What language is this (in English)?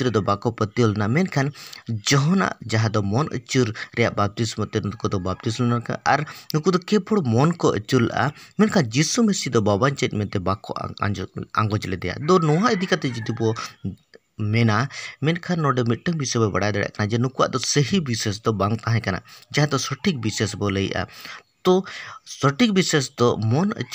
Santali